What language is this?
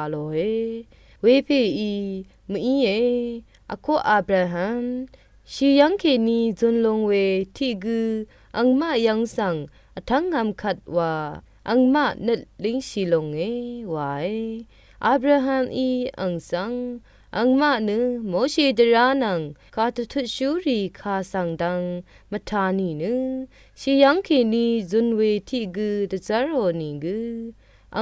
Rawang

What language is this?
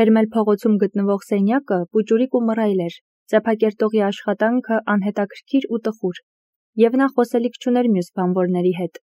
Armenian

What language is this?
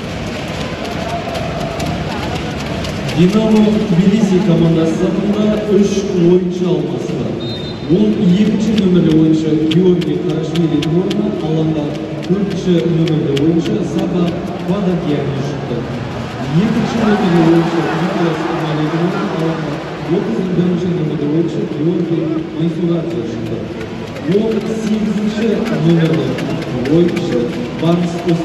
Kazakh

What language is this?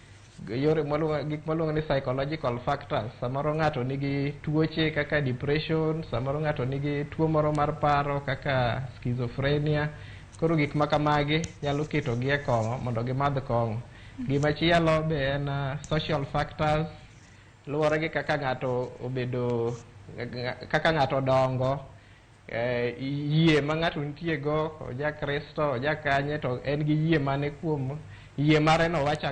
Luo (Kenya and Tanzania)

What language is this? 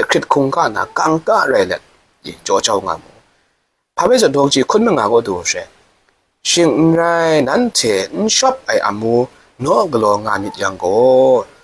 Kachin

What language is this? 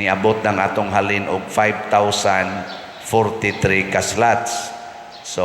Cebuano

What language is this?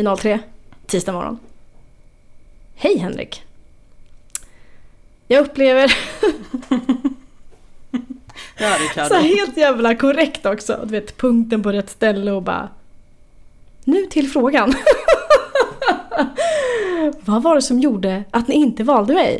Swedish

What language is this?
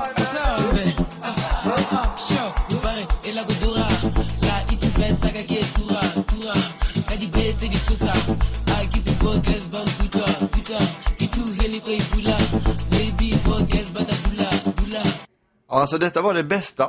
Swedish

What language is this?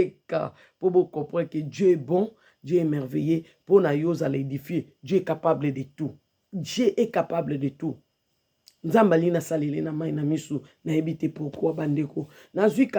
Lingala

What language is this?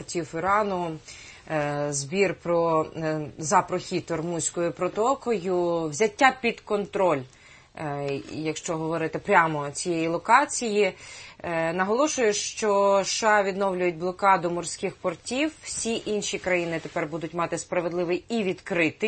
Ukrainian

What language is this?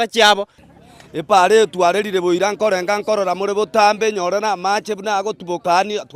Gusii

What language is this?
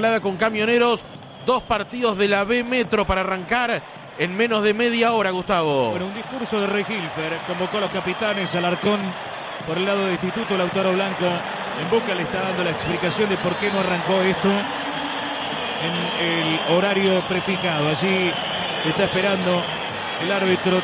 Spanish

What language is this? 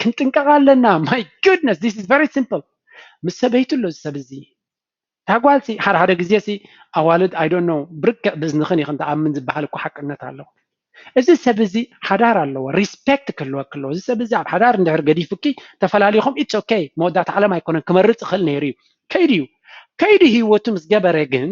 Tigrinya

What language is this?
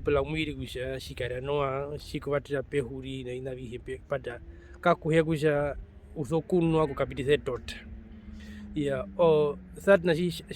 Herero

